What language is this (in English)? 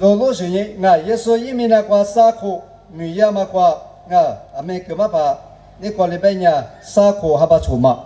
Lisu